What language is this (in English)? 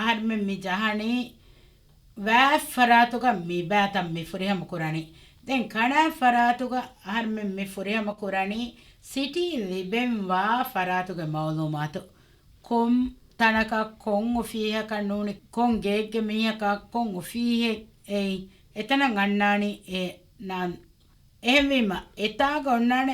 Divehi